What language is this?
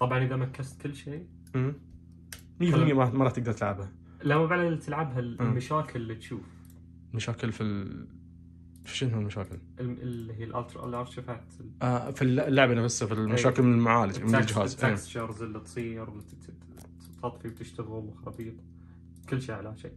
Najdi Arabic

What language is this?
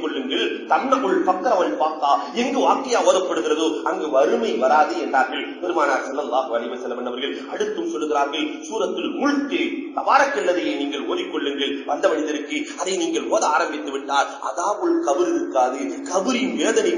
Tamil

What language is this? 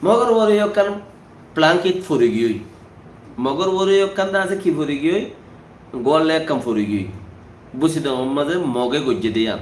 Rohingya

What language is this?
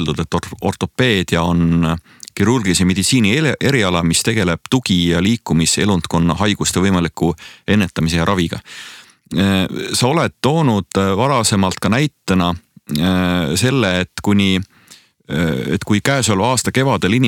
Estonian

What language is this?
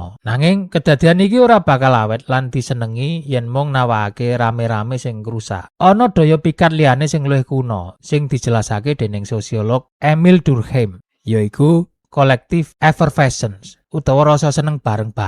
Javanese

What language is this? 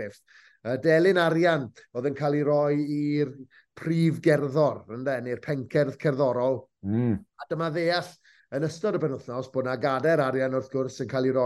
Welsh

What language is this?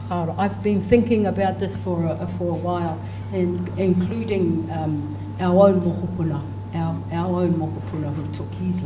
Māori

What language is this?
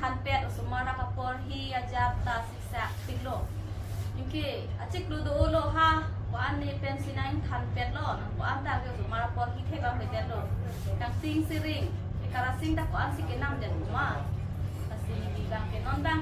Karbi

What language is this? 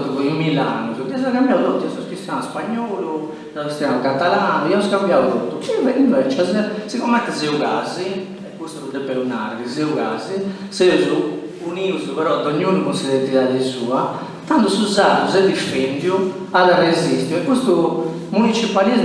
Sardinian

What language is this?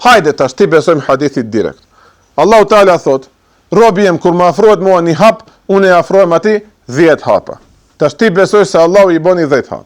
Albanian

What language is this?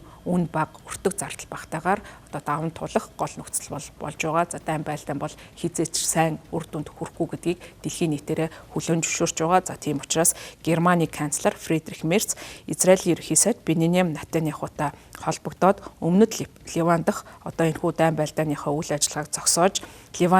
Mongolian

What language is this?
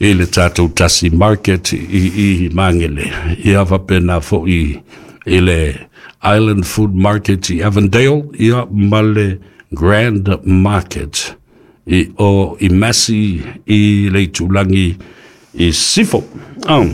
Samoan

